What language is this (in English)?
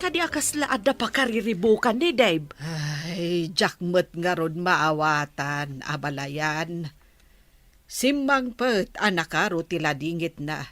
Iloko